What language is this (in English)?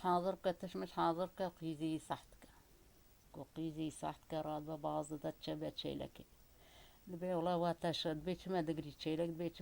Kurdish